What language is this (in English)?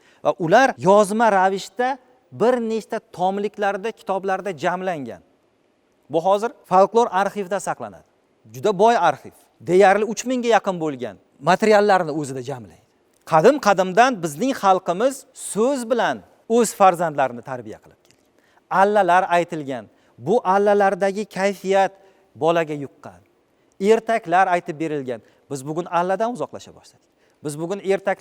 Uzbek